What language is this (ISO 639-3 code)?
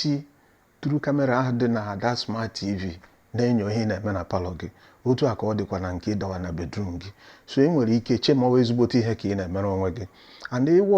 ibo